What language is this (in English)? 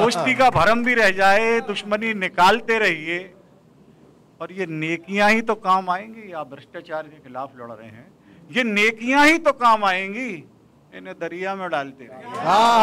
Hindi